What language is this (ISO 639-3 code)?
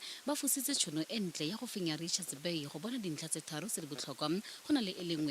tsn